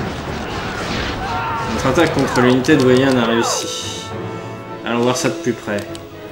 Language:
French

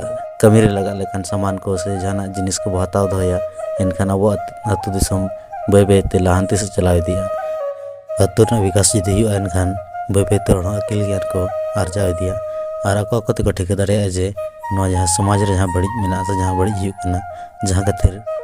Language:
Santali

